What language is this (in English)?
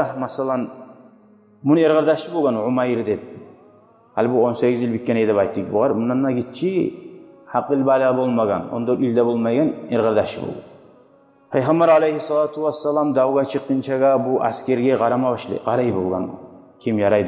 Kumyk